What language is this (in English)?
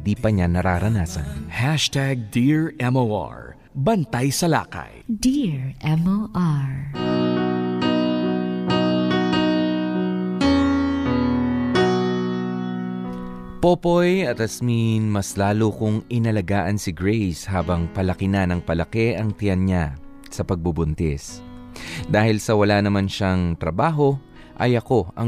Filipino